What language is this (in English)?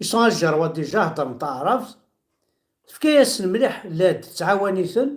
Kabyle